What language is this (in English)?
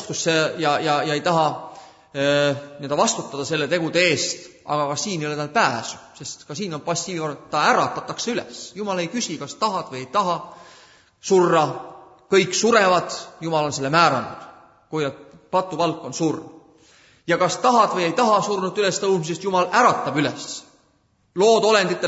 Estonian